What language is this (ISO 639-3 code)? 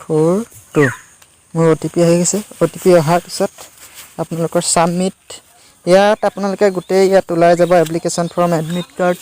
asm